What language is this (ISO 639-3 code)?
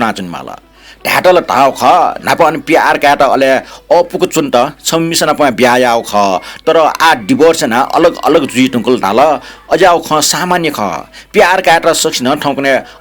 new